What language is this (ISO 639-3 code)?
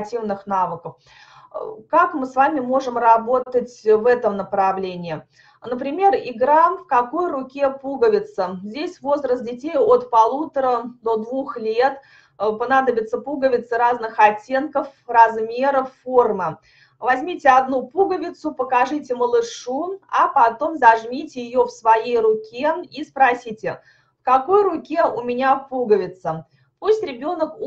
rus